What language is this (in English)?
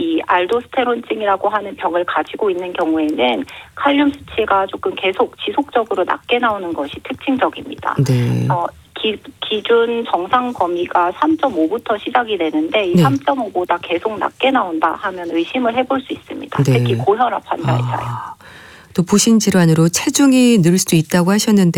Korean